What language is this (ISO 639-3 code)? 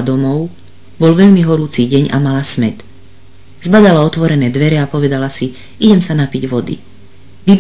slk